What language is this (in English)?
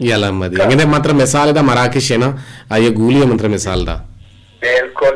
Eastern Balochi